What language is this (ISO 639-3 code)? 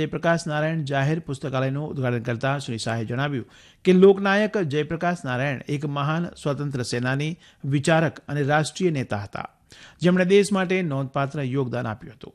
guj